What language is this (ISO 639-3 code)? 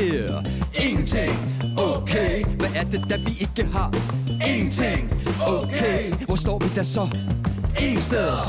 dan